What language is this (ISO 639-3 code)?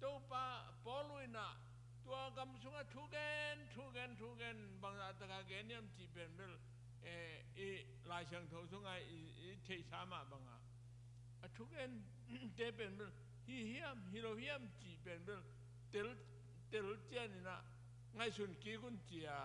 ctd